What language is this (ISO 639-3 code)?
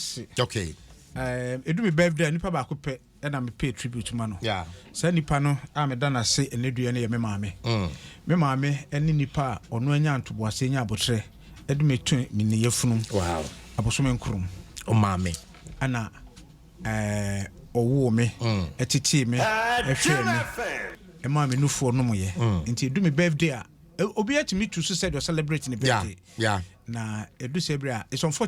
aka